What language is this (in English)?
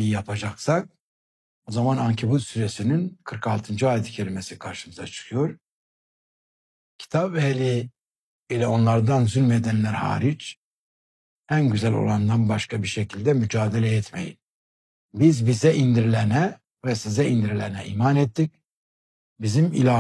Turkish